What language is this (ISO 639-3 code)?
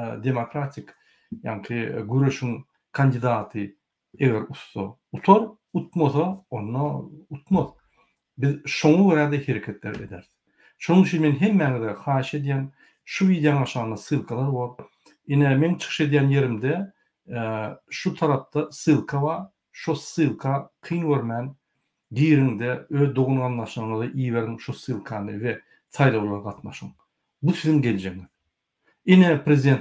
tuk